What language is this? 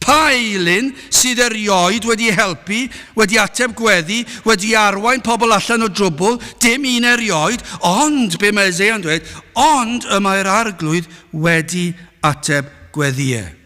Welsh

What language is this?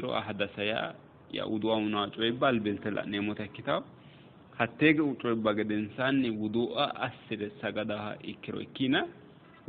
Sidamo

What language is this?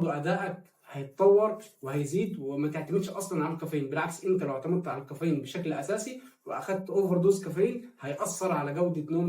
Egyptian Arabic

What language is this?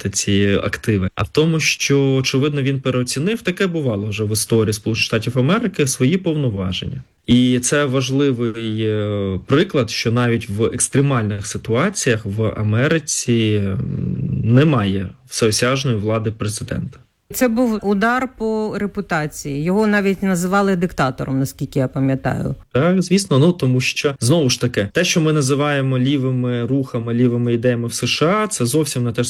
Ukrainian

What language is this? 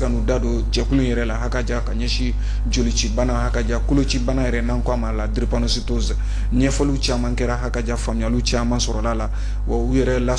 Bambara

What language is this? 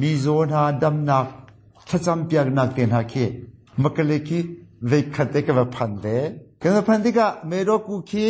Hakha Chin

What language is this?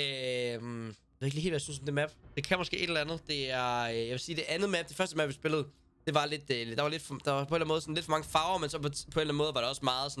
Danish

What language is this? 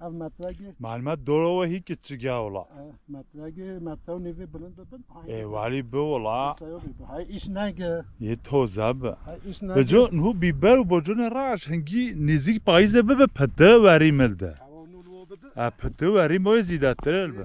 Kurdish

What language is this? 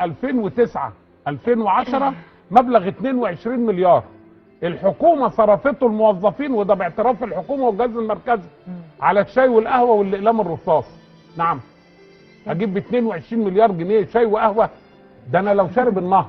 Egyptian Arabic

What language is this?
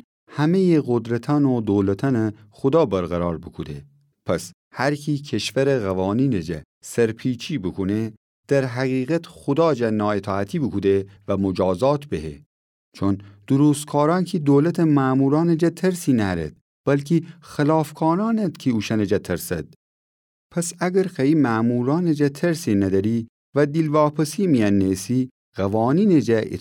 Gilaki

